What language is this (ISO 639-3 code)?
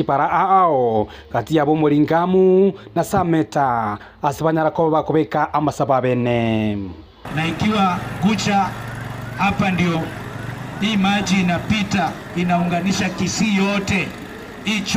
guz